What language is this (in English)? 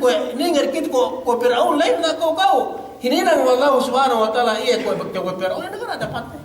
Yakan